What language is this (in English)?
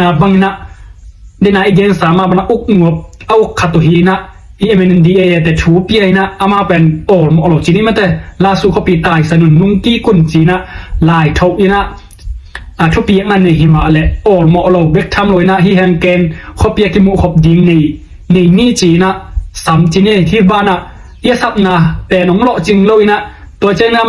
Tedim Chin